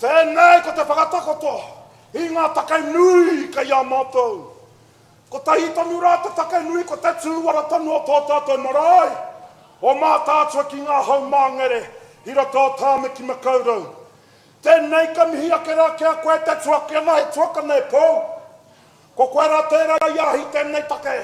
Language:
Māori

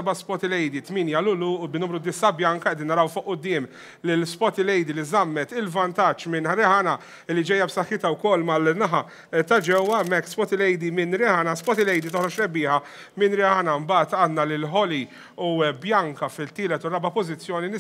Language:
Maltese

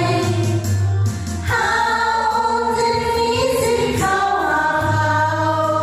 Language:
Lao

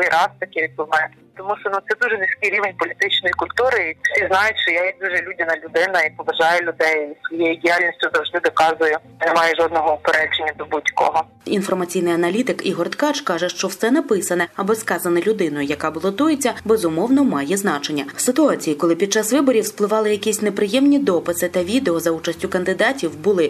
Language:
Ukrainian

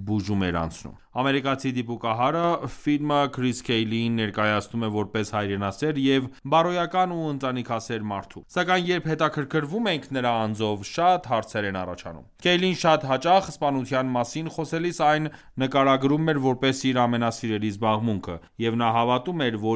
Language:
Armenian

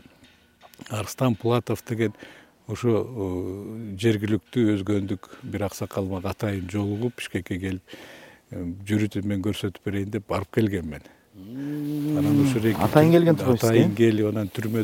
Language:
Kyrgyz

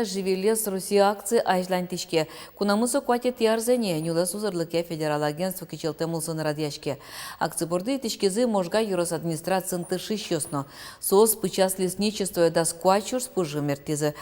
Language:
Udmurt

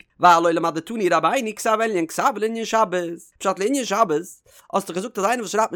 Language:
Yiddish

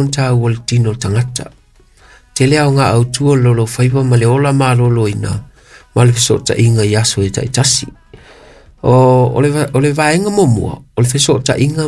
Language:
Samoan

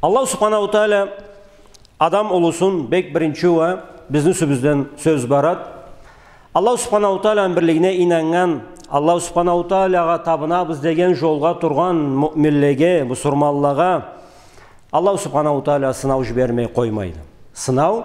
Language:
Karachay-Balkar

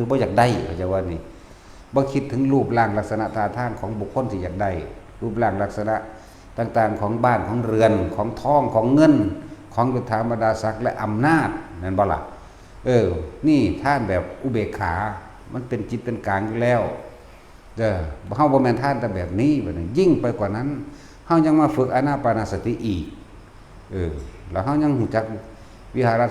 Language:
Northeastern Thai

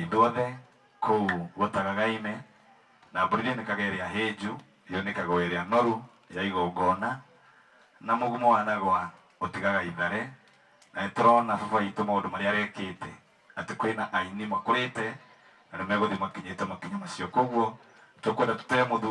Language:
Kikuyu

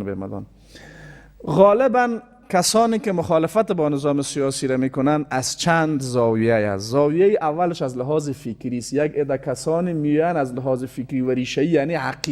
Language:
Persian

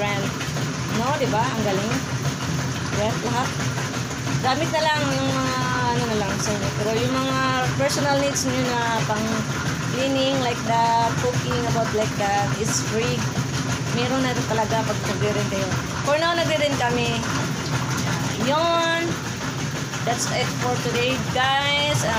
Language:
Filipino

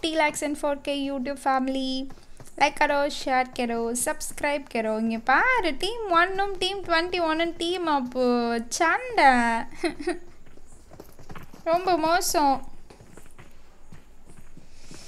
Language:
Tamil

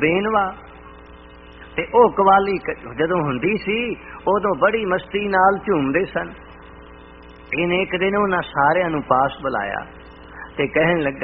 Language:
Punjabi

